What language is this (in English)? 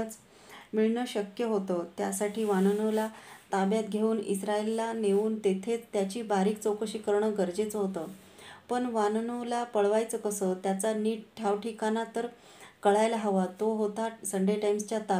Marathi